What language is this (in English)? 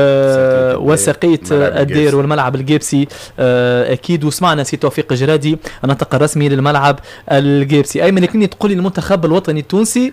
Tunisian Arabic